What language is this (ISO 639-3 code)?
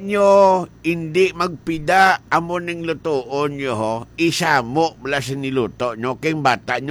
hil